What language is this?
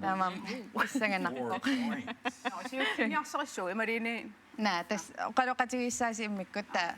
Kalaallisut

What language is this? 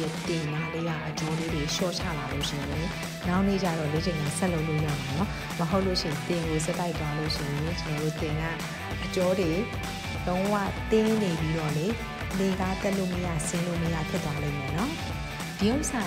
Burmese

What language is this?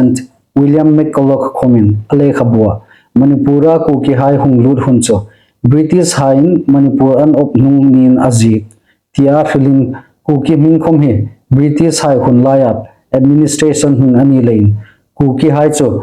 Hmar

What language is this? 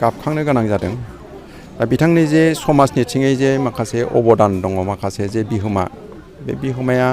Bodo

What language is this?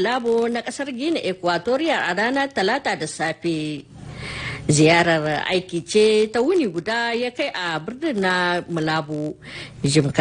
Hausa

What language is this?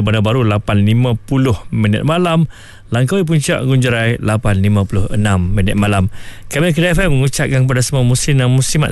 Malay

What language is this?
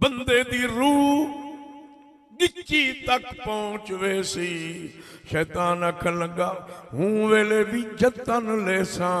Saraiki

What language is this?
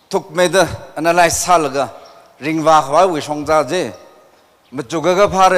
Tangkhul Naga (India)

